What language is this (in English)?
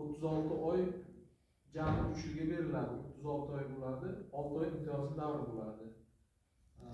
Uzbek